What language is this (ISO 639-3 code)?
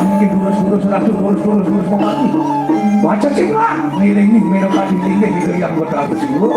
ban